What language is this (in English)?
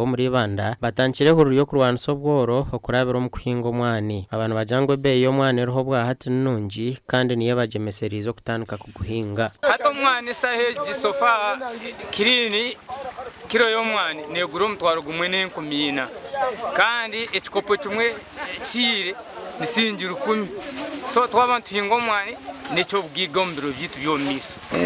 Nyankole